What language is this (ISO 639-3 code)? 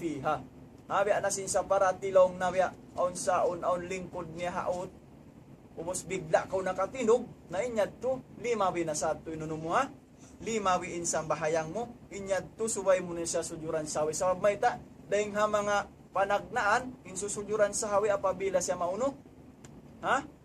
tsg